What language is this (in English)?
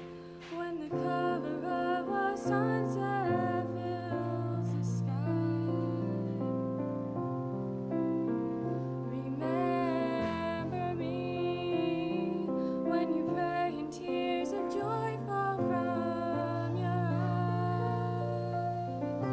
English